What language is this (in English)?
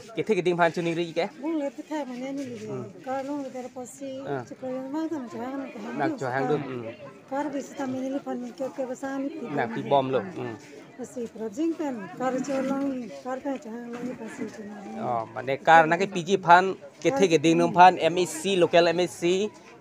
Karbi